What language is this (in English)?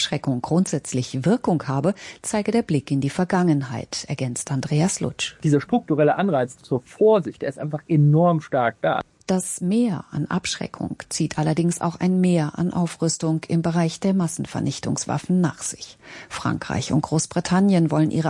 German